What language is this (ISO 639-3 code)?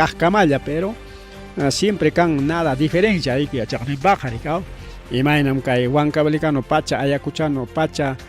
quy